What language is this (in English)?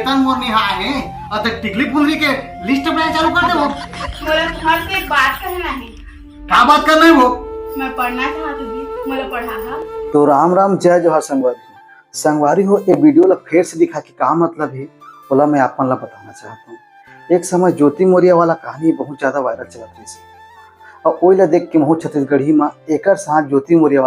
Chhattisgarhi